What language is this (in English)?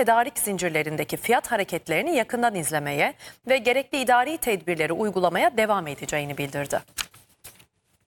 Turkish